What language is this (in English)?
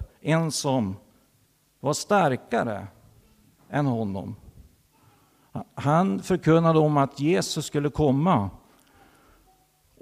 Swedish